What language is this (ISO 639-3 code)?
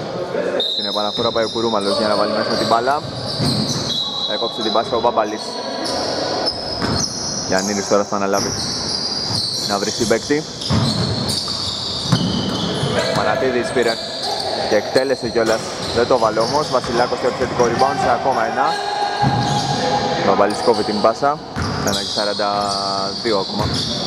ell